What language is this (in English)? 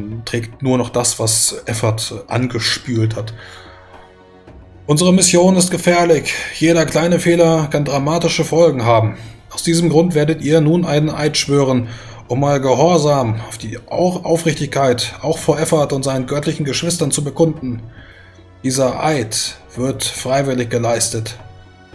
German